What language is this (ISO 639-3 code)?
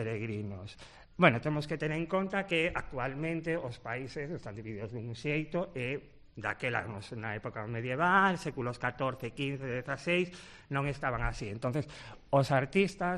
glg